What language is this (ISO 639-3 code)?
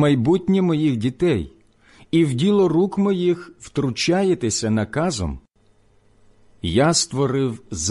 ukr